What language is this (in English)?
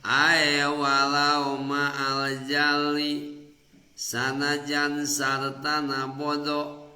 Sundanese